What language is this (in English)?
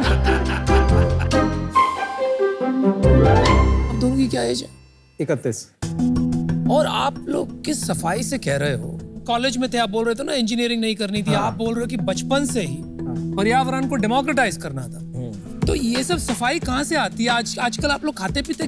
Hindi